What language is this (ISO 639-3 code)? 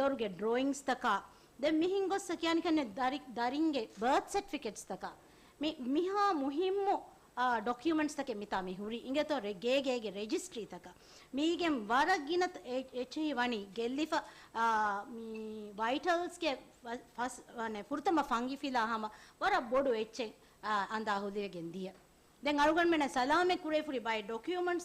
div